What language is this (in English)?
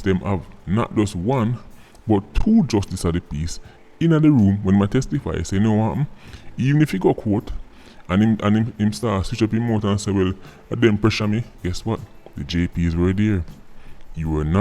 Jamaican Creole English